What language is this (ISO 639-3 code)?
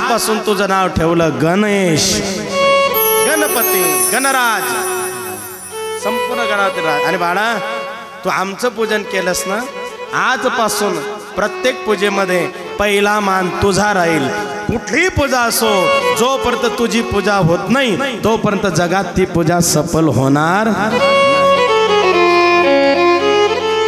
mar